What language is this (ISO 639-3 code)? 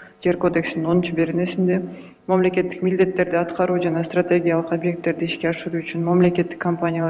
kir